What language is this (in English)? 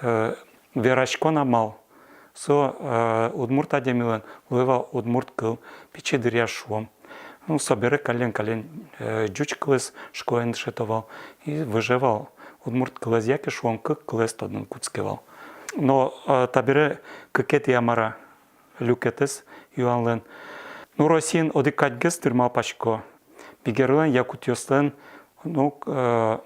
Udmurt